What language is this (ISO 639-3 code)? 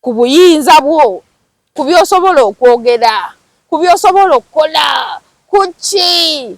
lug